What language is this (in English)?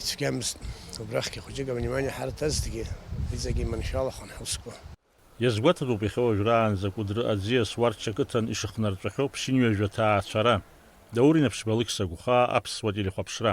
Abkhazian